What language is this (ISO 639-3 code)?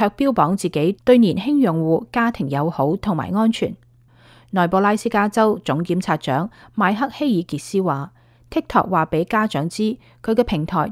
yue